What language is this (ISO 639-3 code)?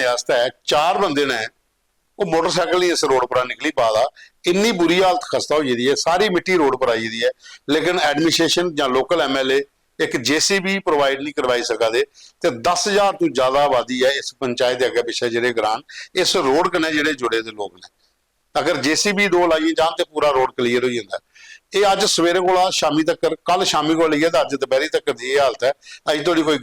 doi